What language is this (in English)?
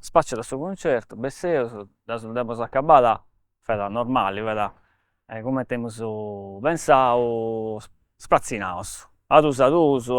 Sardinian